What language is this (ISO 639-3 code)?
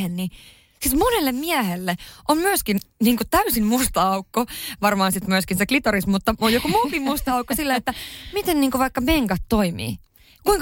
fin